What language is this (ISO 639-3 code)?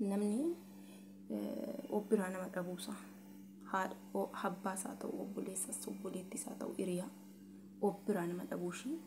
orm